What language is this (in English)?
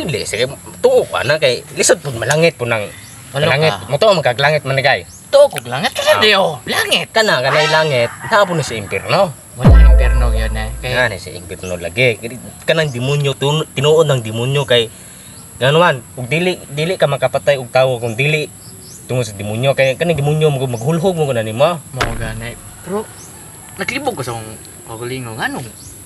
Cebuano